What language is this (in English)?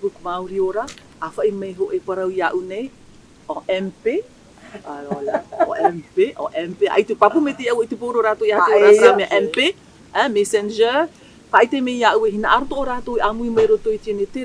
Tahitian